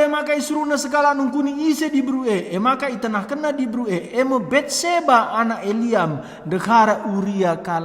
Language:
Batak Karo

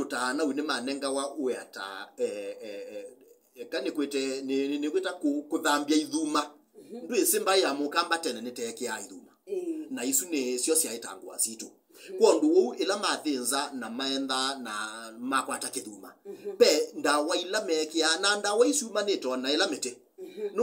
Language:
Kamba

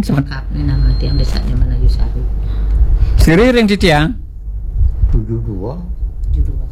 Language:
Balinese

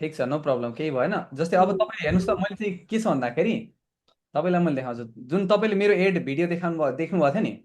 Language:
Nepali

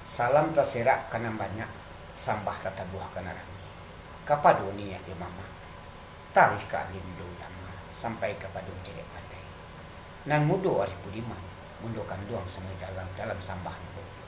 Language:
Minangkabau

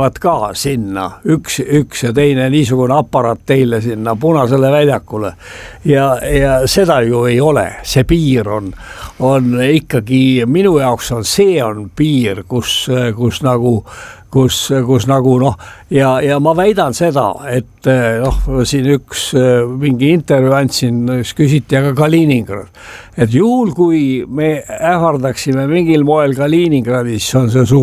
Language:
Estonian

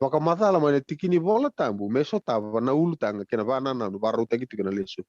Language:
Fijian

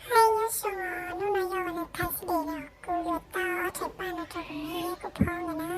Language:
Hmong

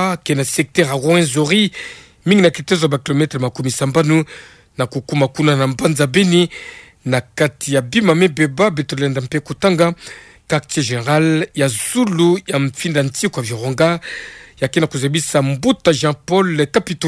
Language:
Kituba (Democratic Republic of Congo)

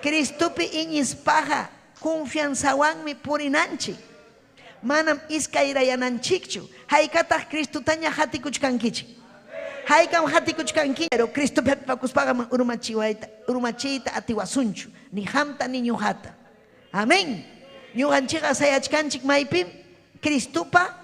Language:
Ayacucho Quechua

